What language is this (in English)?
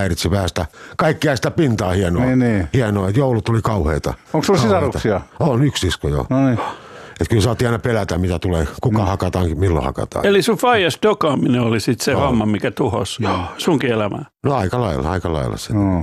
Finnish